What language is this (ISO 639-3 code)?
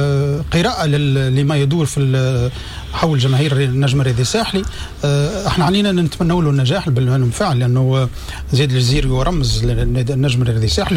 aeb